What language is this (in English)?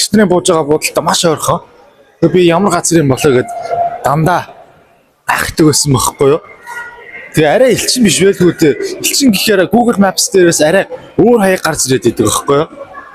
Mongolian